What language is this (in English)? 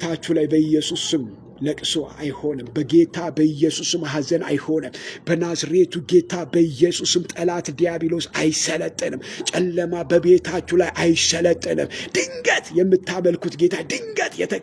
Amharic